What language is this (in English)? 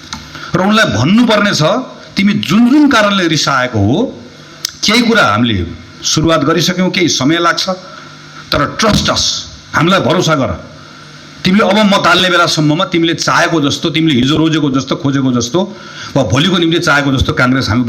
Nepali